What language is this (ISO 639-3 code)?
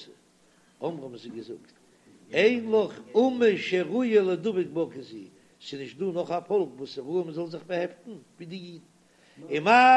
yid